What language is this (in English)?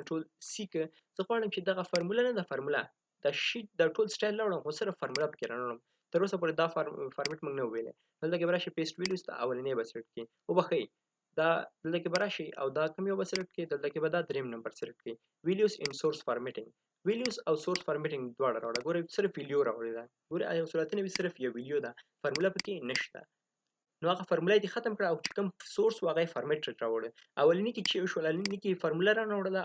Pashto